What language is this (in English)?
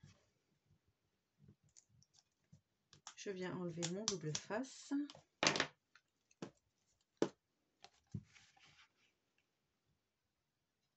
French